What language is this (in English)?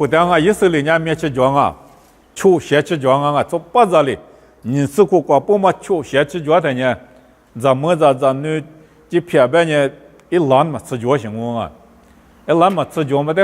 Lisu